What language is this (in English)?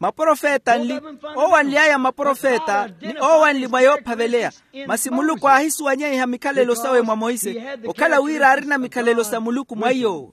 Makhuwa